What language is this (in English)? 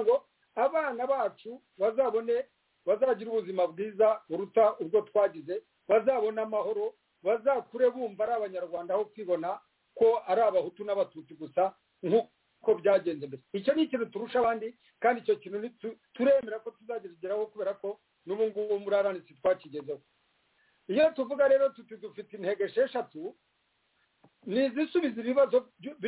Kinyarwanda